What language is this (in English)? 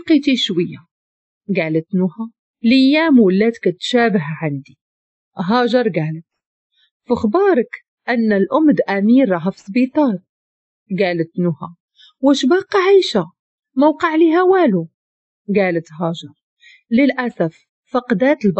Moroccan Arabic